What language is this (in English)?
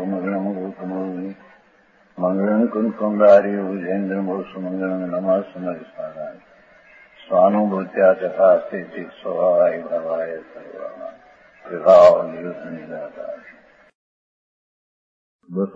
Gujarati